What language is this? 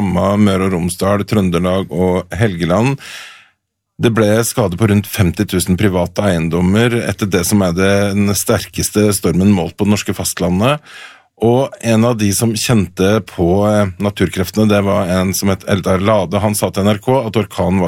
Norwegian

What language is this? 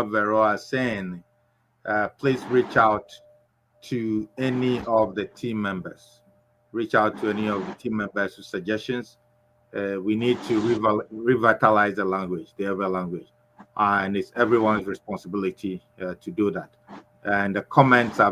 Ewe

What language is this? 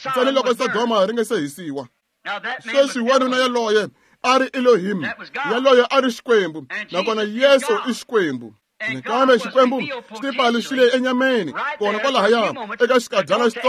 Tsonga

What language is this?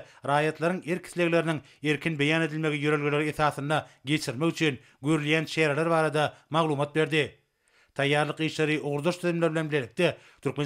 Turkmen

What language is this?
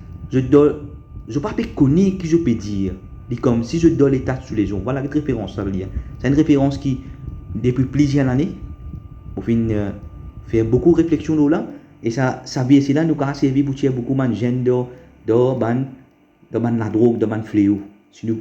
Morisyen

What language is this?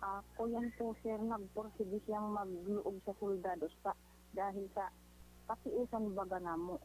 Bikol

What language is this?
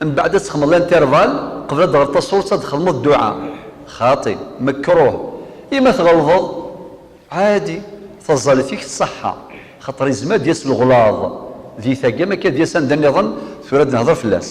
Kabyle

